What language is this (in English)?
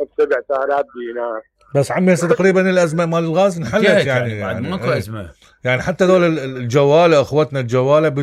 Mesopotamian Arabic